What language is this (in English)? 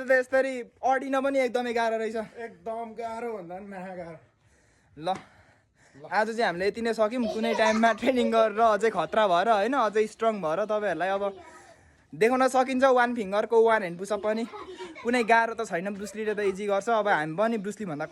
Nepali